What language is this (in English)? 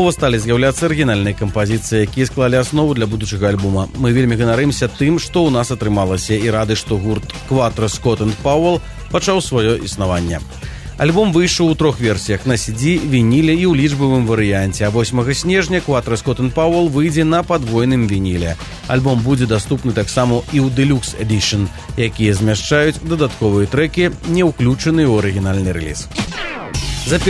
Belarusian